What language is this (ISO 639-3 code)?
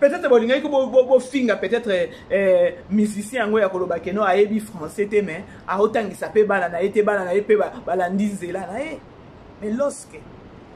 lin